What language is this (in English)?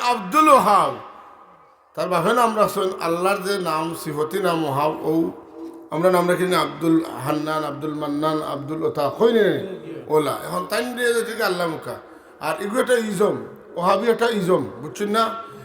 Sylheti